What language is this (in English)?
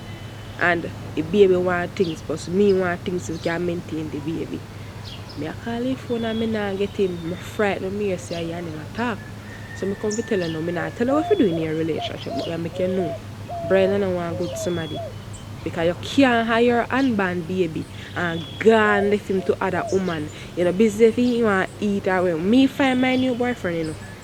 Jamaican Creole English